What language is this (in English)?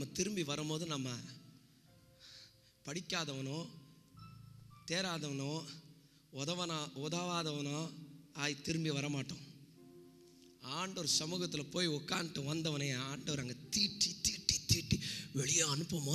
Tamil